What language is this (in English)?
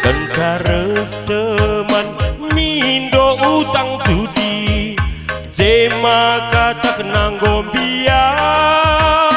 Batak Karo